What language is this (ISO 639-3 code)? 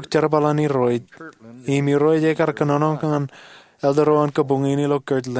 mah